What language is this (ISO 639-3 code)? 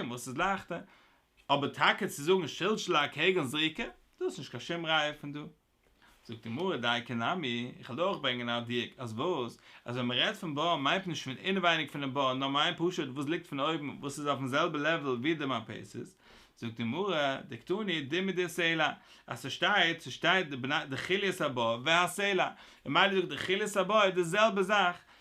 yid